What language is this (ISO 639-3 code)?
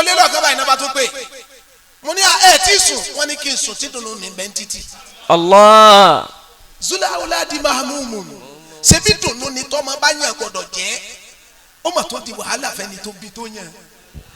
yor